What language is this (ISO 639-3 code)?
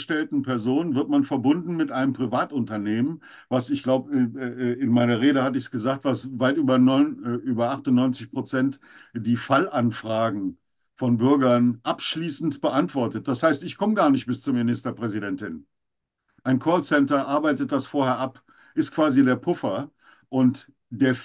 deu